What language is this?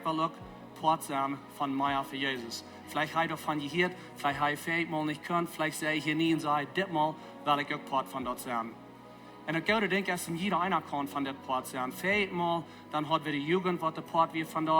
Plautdietsch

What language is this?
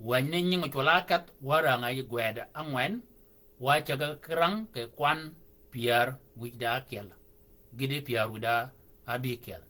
Shilluk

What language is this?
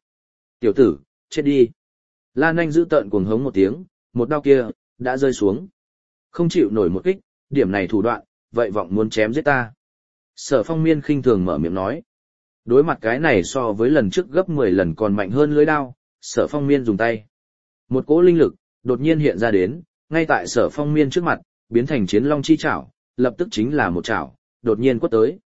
Vietnamese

